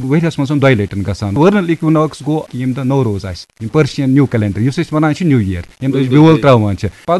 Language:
Kashmiri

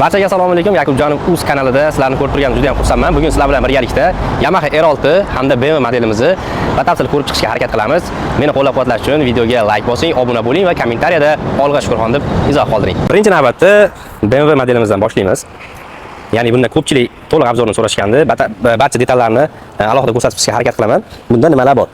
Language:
Uzbek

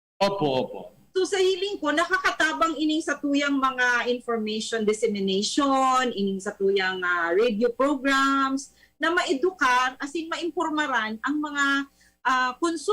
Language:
Bikol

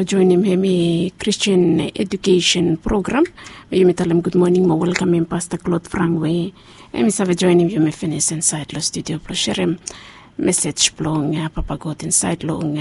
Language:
Bislama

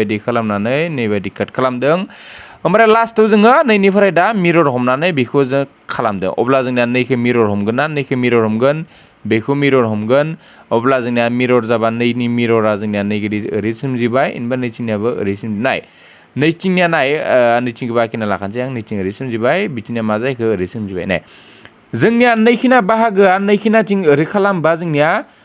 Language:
Bodo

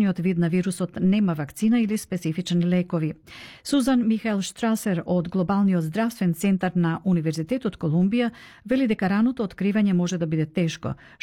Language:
Macedonian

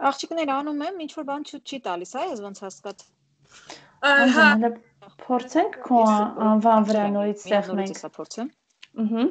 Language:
Armenian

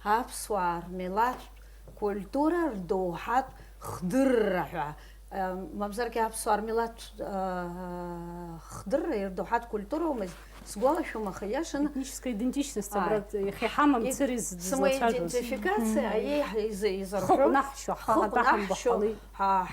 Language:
Abkhazian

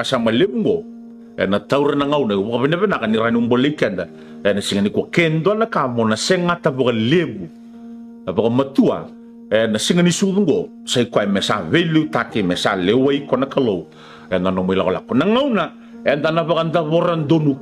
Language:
Fijian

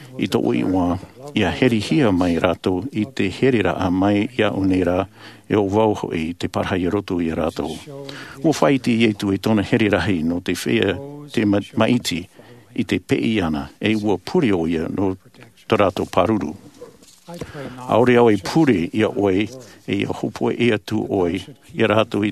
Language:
Tahitian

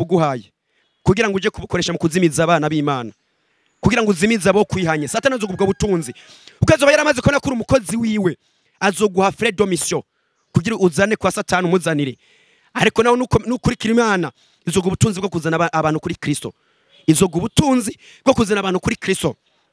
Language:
Rundi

